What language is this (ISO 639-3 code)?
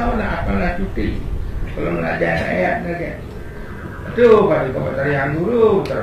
ban